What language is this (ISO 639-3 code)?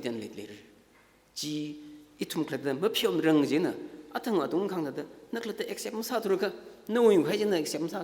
nmf